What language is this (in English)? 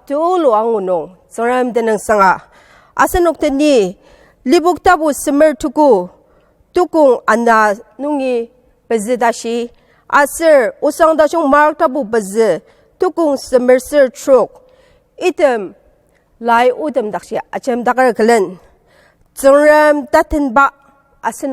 Ao Naga